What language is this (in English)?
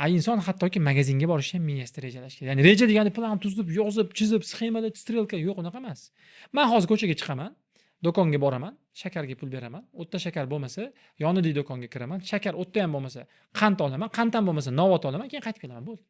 Uzbek